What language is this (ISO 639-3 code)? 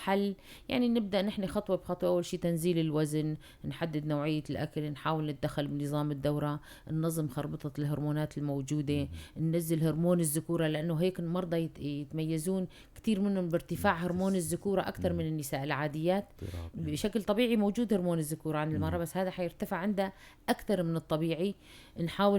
apc